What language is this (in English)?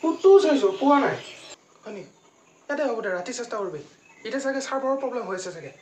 Assamese